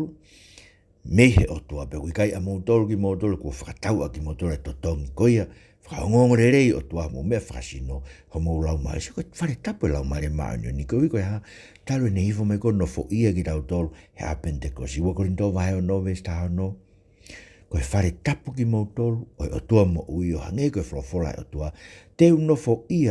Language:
Tongan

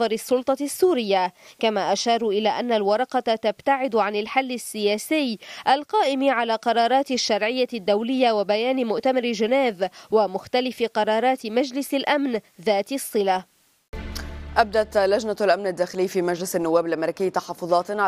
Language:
Arabic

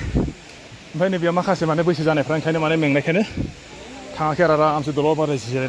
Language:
Bodo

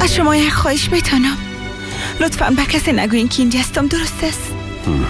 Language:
Persian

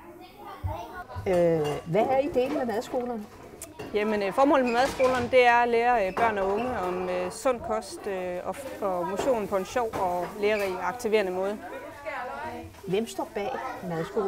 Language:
Danish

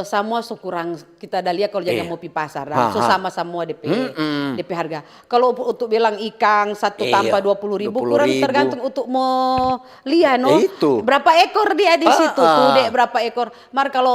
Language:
Manado Malay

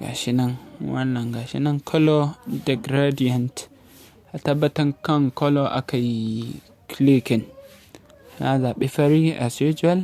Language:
Hausa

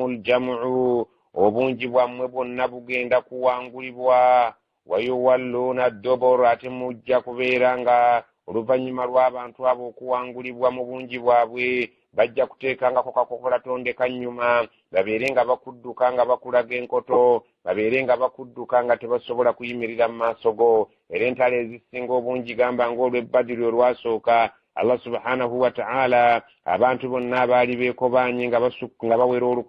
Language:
Ganda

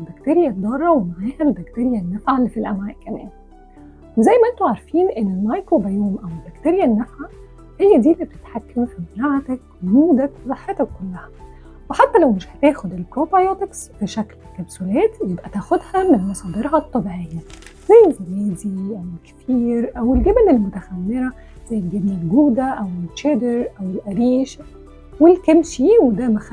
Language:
Egyptian Arabic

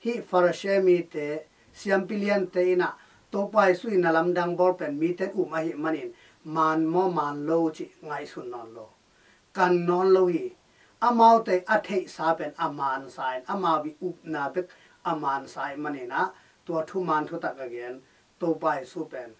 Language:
Tedim Chin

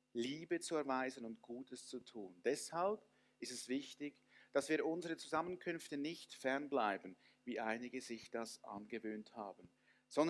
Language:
Swiss German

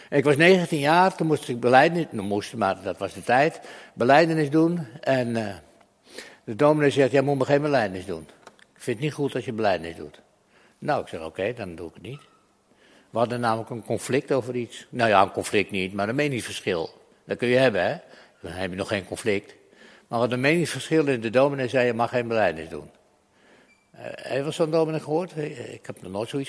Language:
Dutch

